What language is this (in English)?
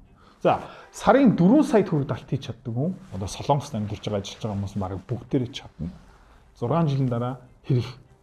Mongolian